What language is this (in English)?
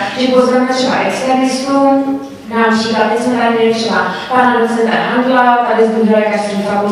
Czech